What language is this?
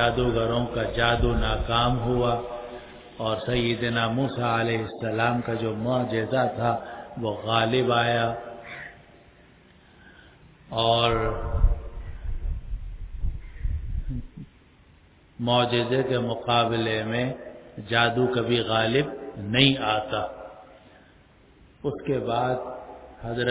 Urdu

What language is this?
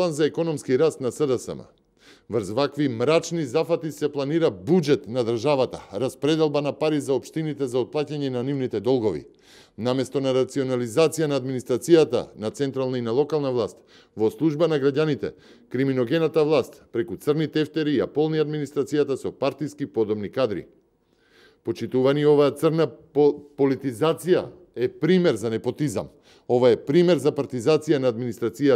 Macedonian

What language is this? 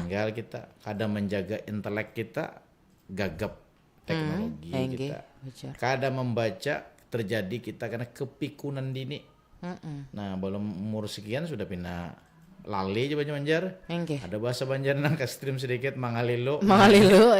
Banjar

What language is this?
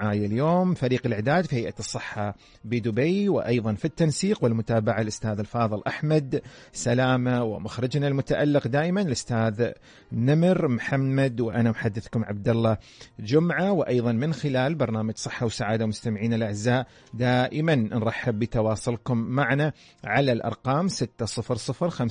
Arabic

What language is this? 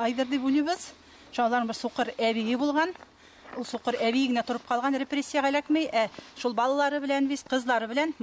Tatar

